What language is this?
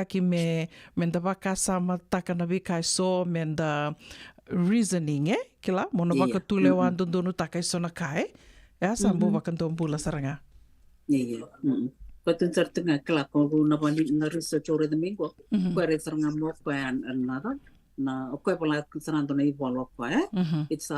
Fijian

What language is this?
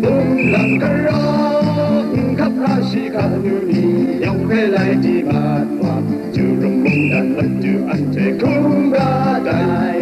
Kachin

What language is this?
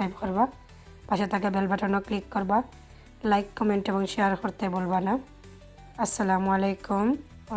Sylheti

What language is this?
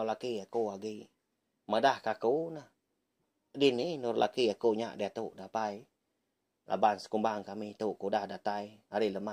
Iban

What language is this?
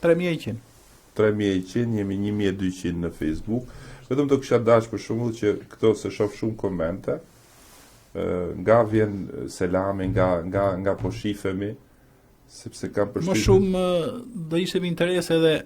Albanian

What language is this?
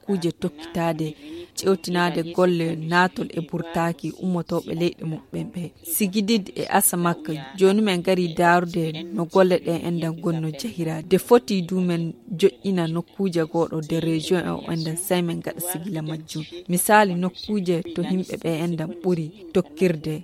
Nigerian Fulfulde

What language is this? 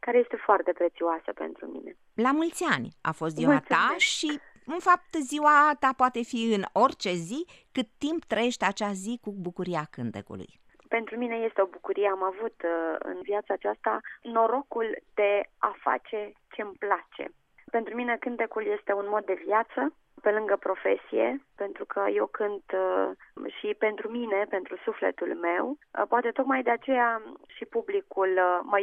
Romanian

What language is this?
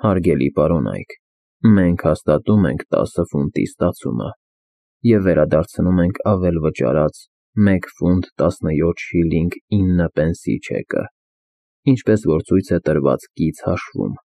Armenian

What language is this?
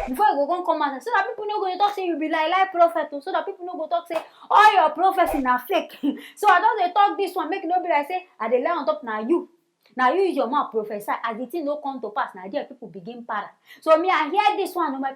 Nigerian Pidgin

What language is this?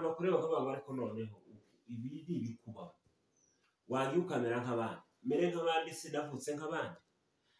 Kinyarwanda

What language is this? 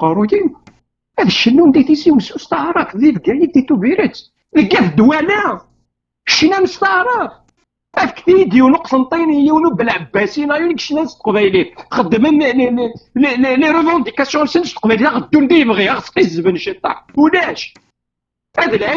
Kabyle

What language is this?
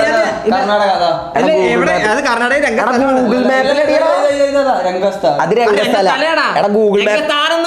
Malayalam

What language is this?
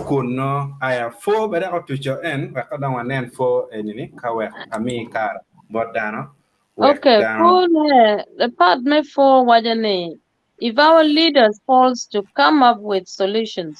Acoli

